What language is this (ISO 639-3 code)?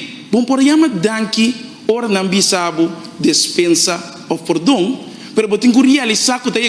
pap